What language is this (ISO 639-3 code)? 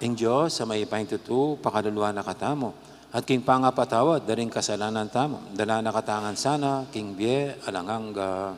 pam